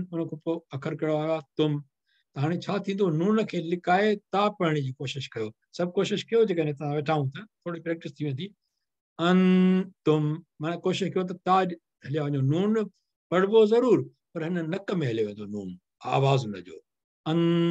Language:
Sindhi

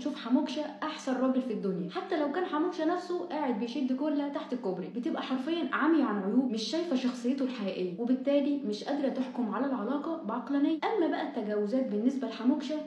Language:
Egyptian Arabic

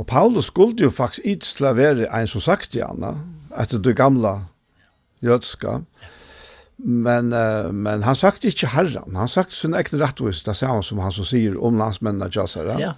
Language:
Faroese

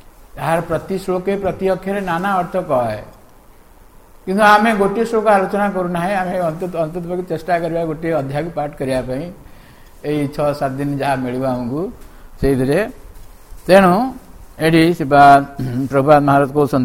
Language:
Odia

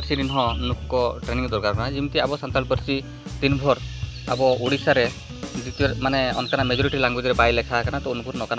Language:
Santali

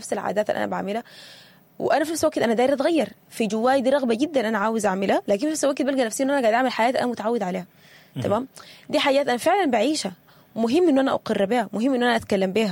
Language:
Sudanese Arabic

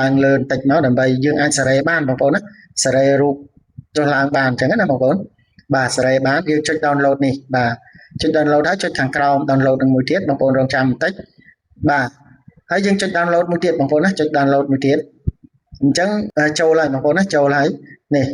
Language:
Khmer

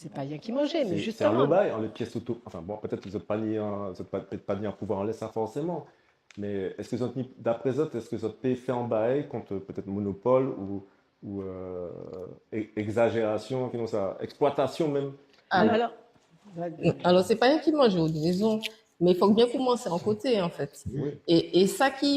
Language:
Guadeloupean Creole French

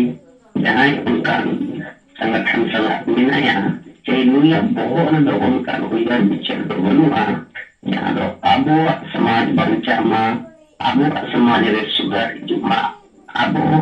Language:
Santali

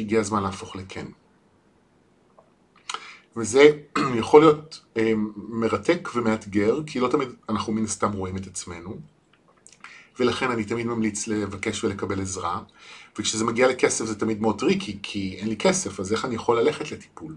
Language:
Hebrew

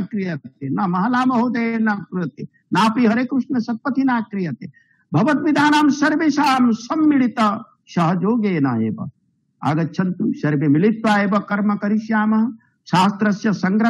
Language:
Sanskrit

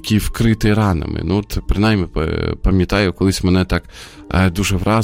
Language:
Ukrainian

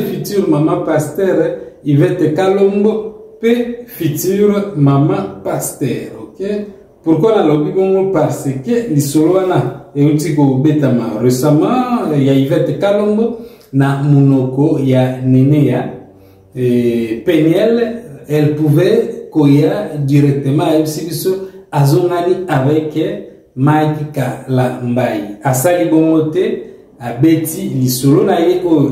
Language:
Lingala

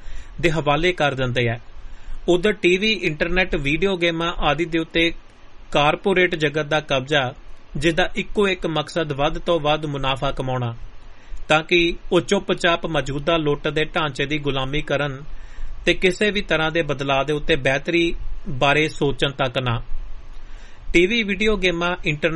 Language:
Punjabi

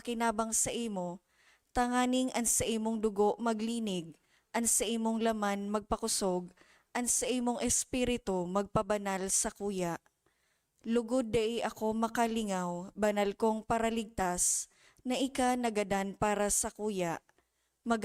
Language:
Bikol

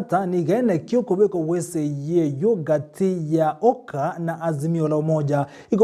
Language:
Gusii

